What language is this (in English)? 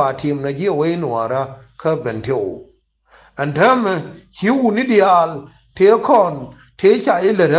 Nuer